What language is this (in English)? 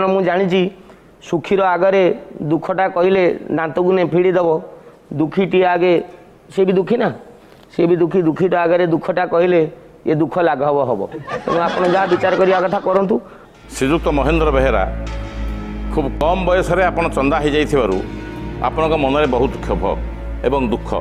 Odia